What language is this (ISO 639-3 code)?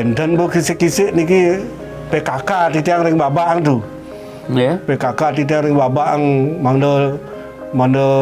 ban